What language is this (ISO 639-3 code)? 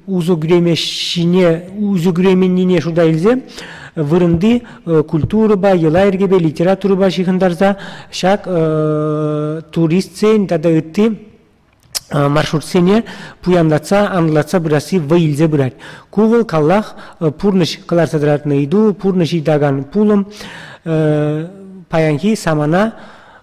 chv